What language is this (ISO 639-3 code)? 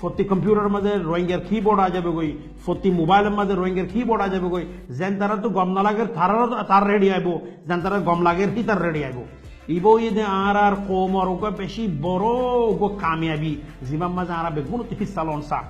rhg